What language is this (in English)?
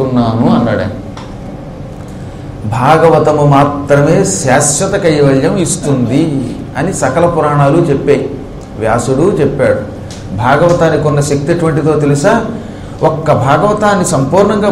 Telugu